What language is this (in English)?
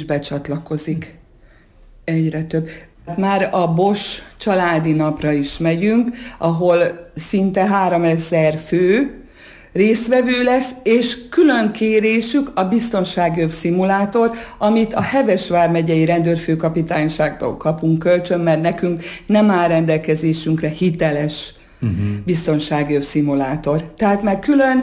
Hungarian